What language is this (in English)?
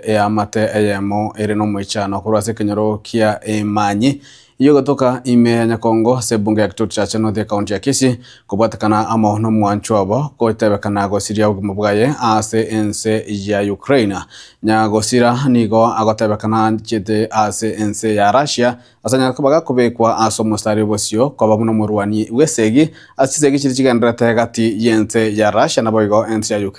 Gusii